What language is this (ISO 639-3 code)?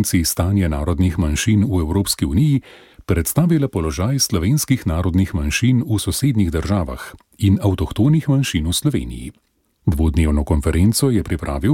slv